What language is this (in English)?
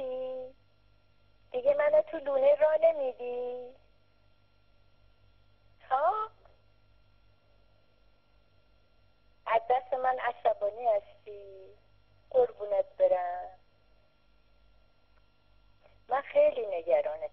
Persian